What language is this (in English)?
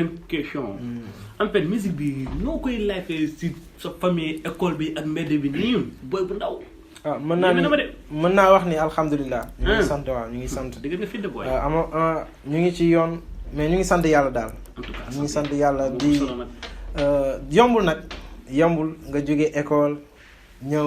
Wolof